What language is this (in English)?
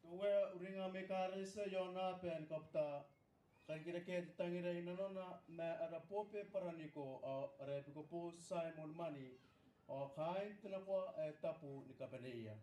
Gilbertese